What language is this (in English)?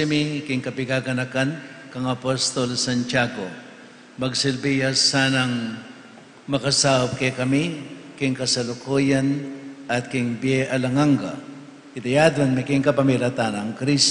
Pampanga